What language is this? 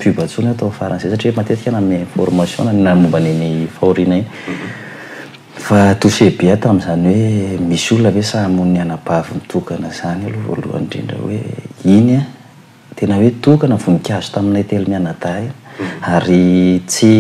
Malagasy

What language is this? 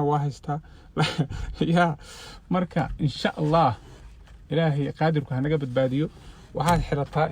Somali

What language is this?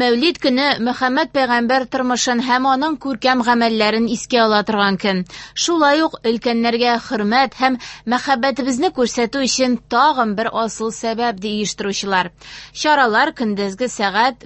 Tatar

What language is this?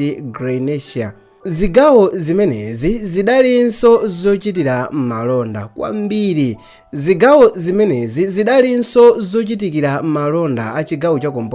Nyanja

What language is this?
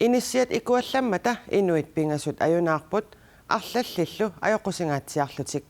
Kalaallisut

